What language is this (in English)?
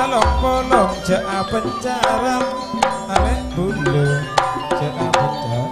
Madurese